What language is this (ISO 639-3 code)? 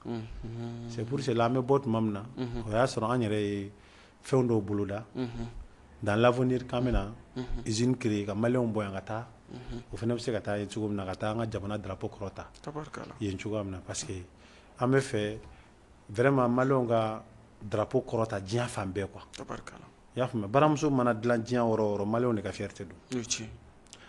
bam